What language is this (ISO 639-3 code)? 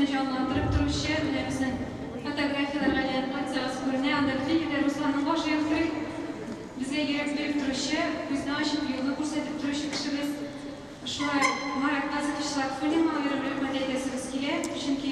tat